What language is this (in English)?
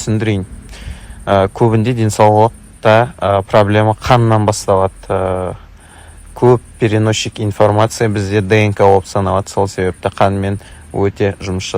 Kazakh